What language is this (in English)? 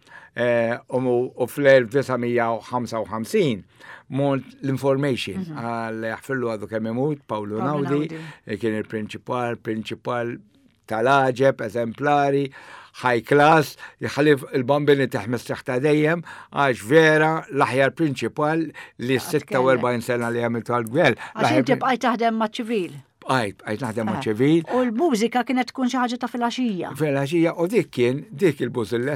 Maltese